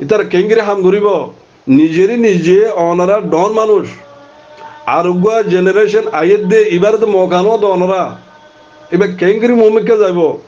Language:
Rohingya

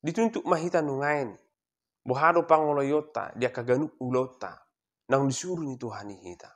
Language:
Batak Toba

